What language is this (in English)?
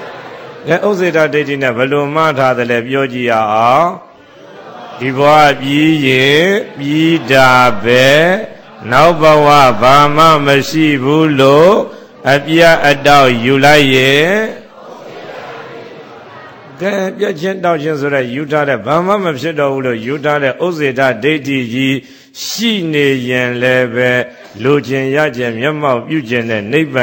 Burmese